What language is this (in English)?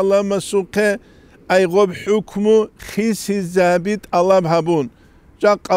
Avaric